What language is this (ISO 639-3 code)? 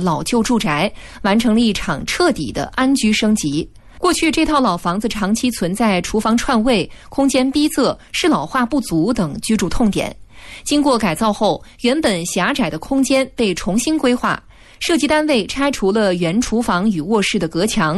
zho